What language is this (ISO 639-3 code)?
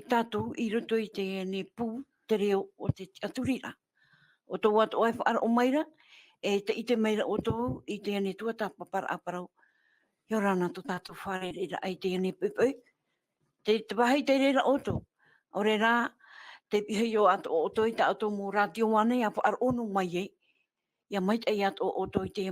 tah